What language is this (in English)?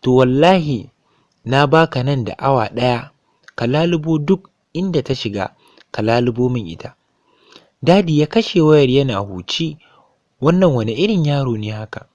Hausa